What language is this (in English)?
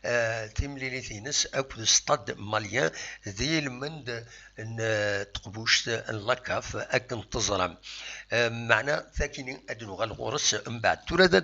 Kabyle